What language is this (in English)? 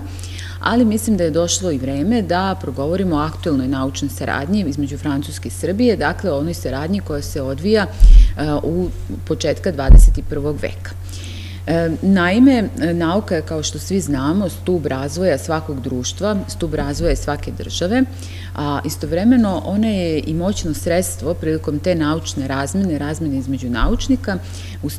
Serbian